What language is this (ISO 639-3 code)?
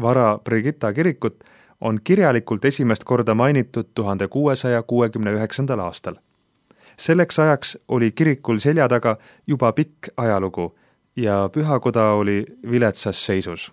est